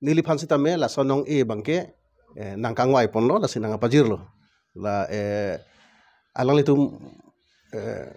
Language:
Karbi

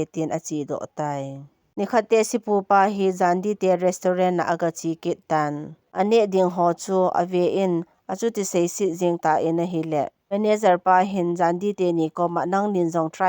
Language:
Thado Chin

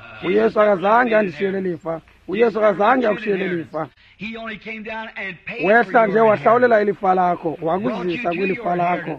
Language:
Xhosa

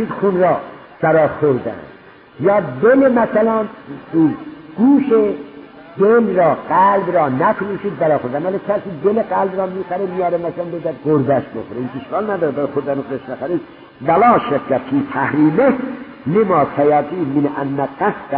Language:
Persian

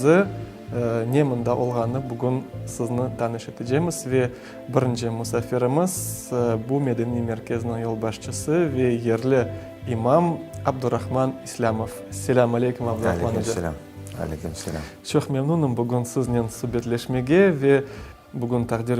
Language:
Crimean Tatar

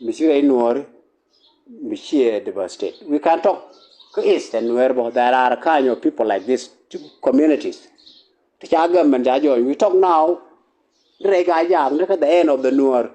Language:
Nuer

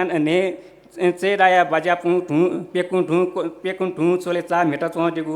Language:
Newari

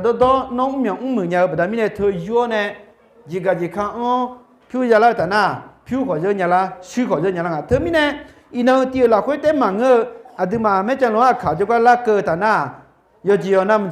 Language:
Akha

